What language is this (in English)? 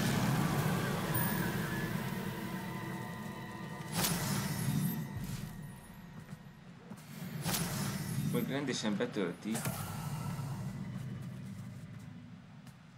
Hungarian